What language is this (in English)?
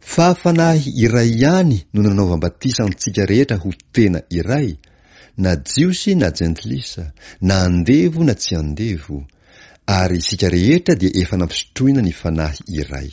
Malagasy